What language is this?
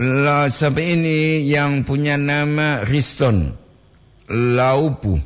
Gorontalo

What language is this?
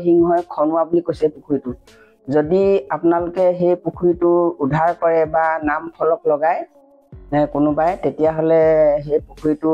Assamese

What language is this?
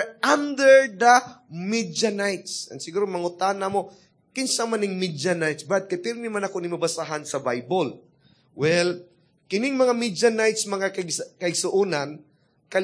Cebuano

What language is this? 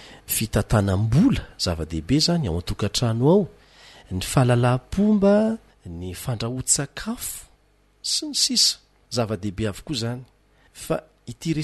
Malagasy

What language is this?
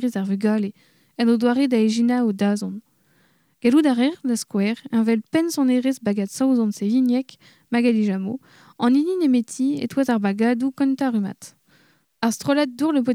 Breton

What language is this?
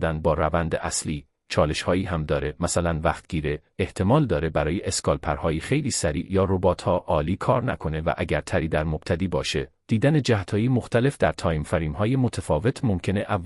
Persian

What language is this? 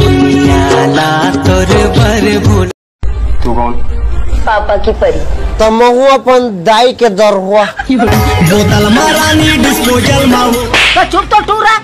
Chhattisgarhi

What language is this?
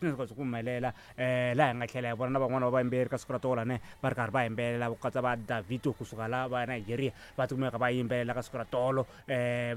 Tsonga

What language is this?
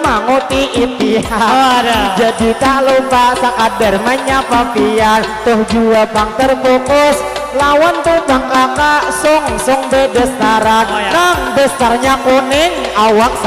Banjar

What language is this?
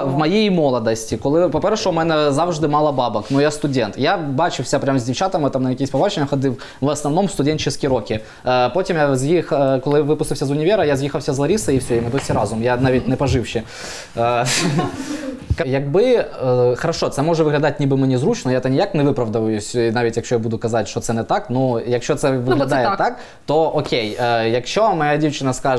Ukrainian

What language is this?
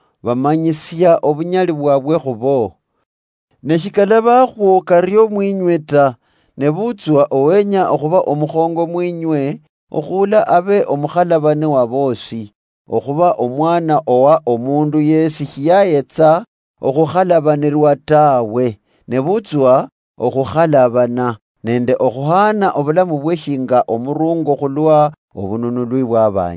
Luyia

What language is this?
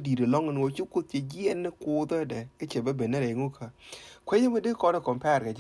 Nuer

